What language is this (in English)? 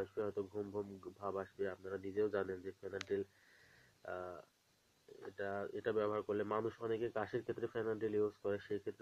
Bangla